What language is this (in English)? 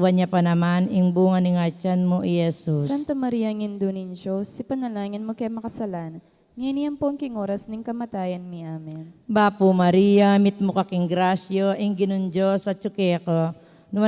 Pampanga